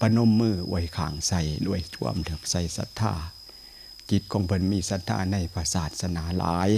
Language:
Northeastern Thai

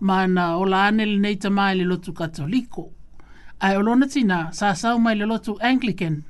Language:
Samoan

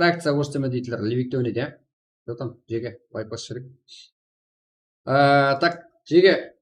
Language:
Kara-Kalpak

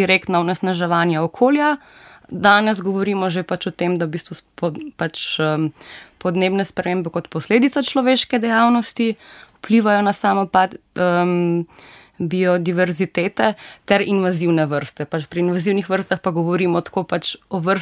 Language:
Slovenian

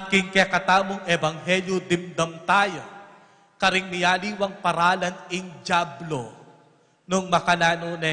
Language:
Pampanga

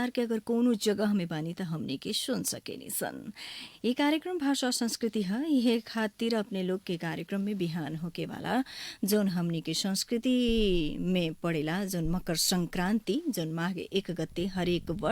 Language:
Maithili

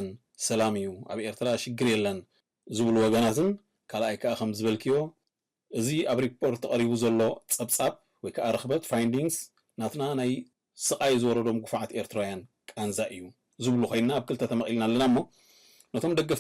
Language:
Tigrinya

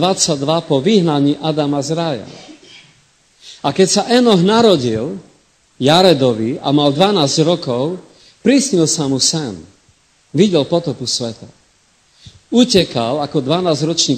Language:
Slovak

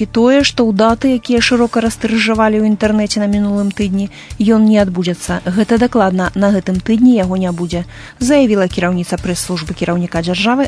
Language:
Belarusian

